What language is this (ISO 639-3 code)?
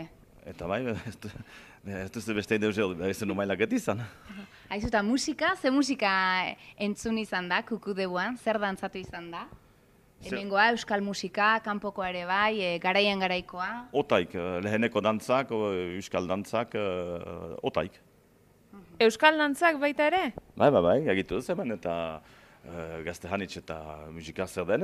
eus